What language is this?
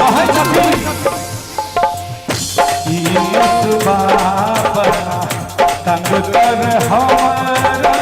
Maithili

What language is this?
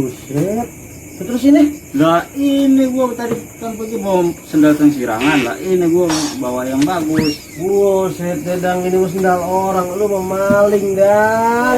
Betawi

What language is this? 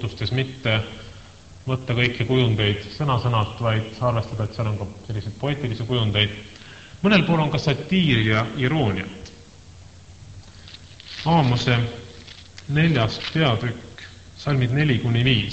Estonian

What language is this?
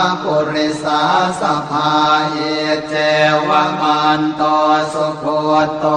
Pali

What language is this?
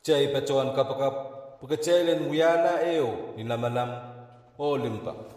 Pohnpeian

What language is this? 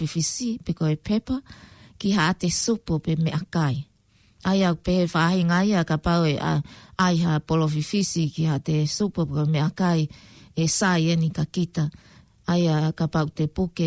Tongan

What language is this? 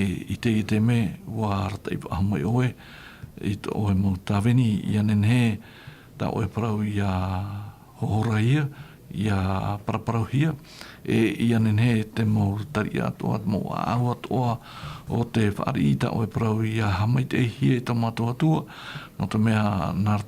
Tahitian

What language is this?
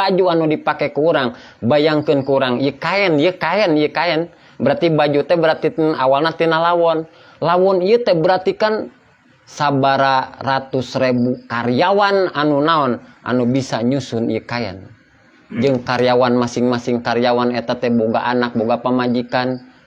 Sundanese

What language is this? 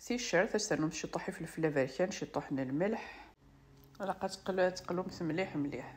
Kabyle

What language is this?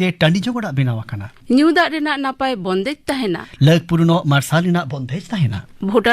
Santali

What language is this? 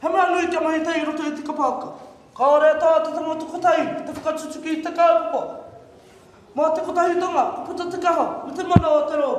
Māori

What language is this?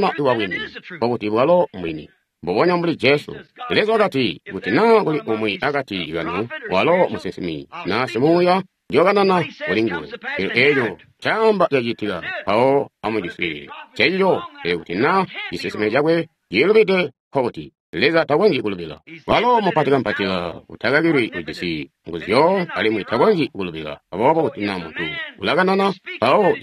Tonga (Zambia)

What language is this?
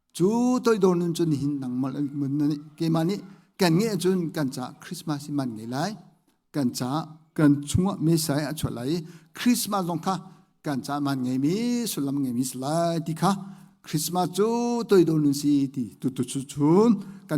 Hakha Chin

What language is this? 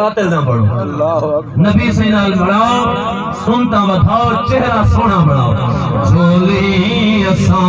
Saraiki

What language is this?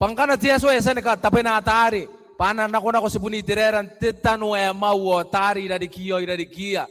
Gilbertese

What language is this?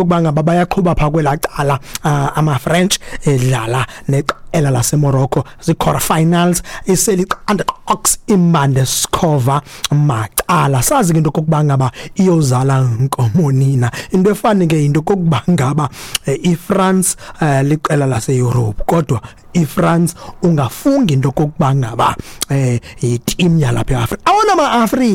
Xhosa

